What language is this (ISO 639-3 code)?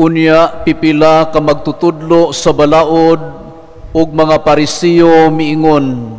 ceb